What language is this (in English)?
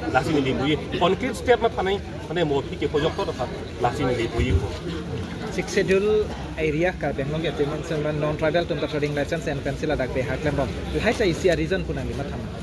Karbi